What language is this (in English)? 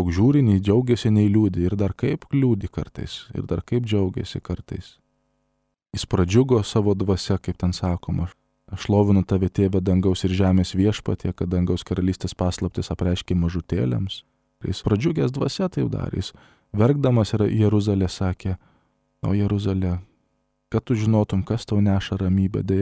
Lithuanian